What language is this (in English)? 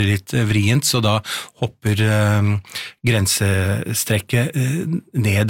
Norwegian